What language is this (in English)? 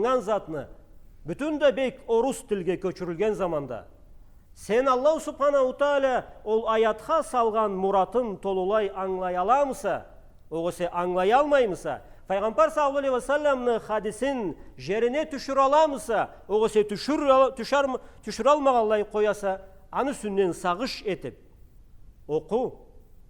Karachay-Balkar